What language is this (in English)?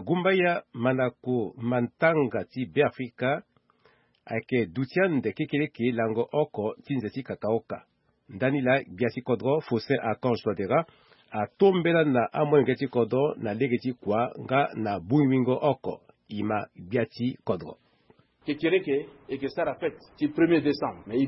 Sango